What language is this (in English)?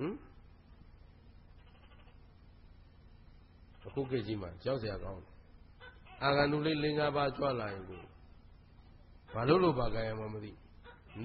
Burmese